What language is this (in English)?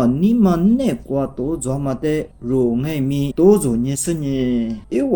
Lisu